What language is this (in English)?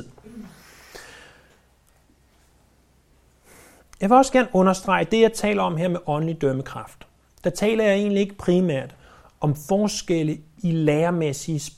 Danish